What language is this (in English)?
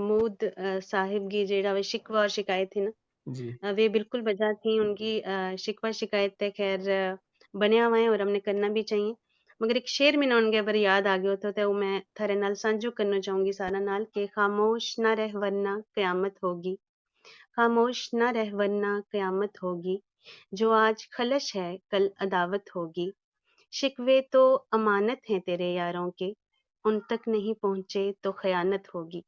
Gujari